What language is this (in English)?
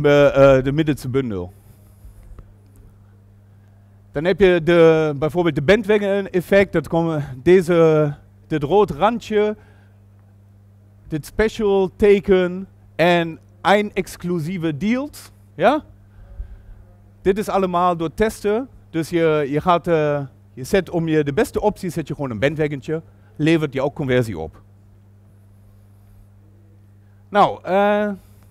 Dutch